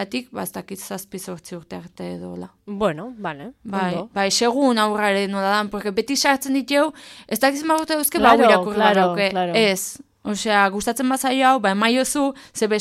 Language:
Basque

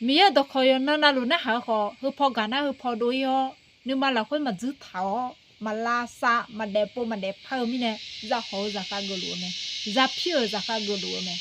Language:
Akha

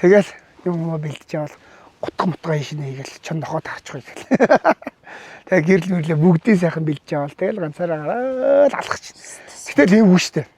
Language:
Mongolian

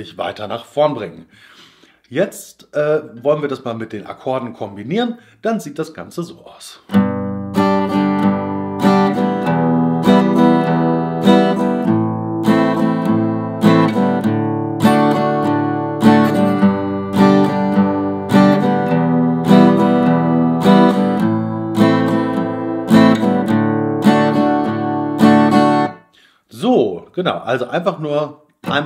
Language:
German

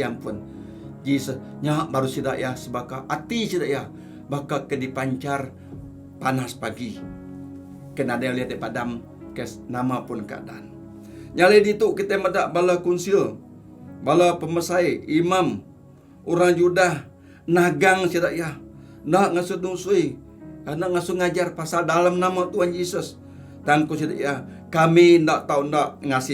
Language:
Iban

